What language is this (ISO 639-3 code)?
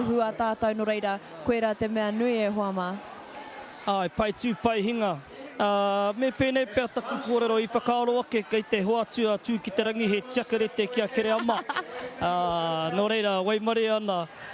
mri